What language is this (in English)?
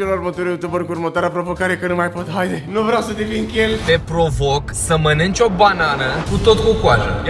Romanian